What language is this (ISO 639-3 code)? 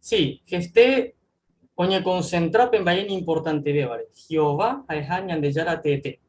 grn